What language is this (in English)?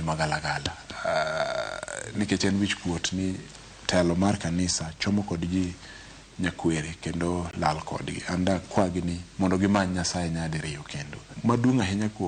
Luo (Kenya and Tanzania)